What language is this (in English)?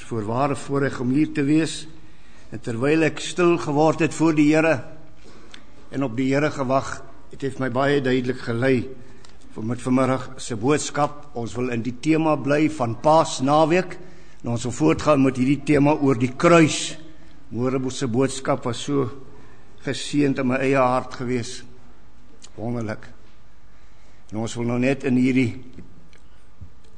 Afrikaans